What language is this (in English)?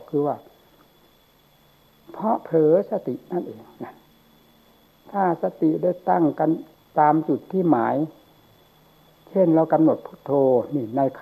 Thai